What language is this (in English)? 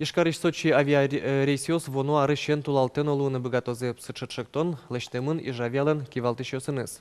Udmurt